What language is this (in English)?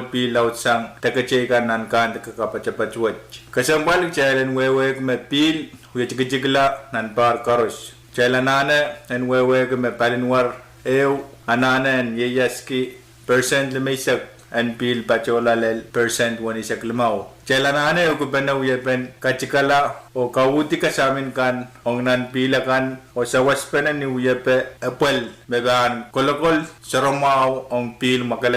Pohnpeian